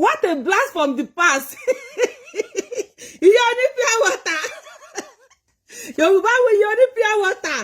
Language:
Yoruba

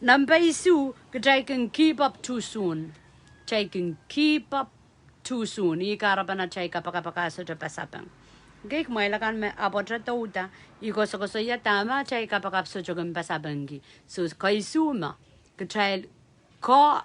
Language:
Pohnpeian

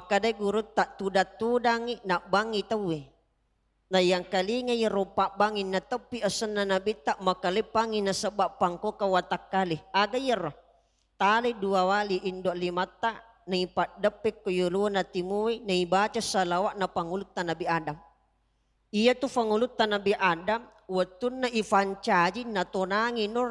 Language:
Buginese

